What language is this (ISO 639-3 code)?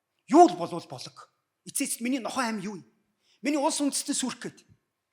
mon